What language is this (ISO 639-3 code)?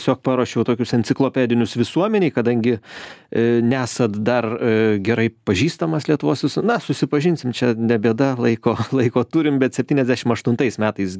lit